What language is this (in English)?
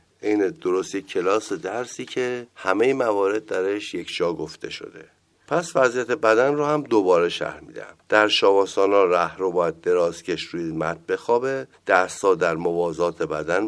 Persian